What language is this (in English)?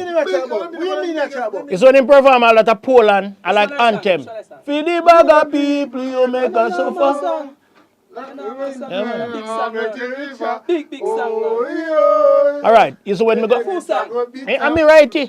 Jamaican Creole English